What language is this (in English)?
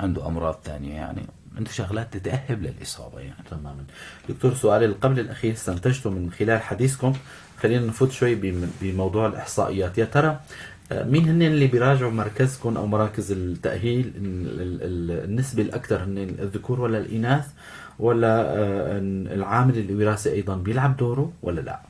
North Levantine Arabic